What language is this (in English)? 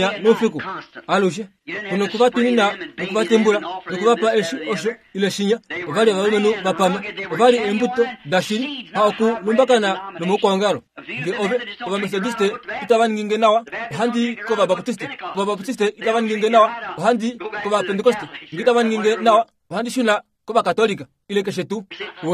Kuanyama